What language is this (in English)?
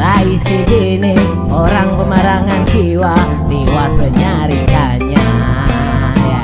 Banjar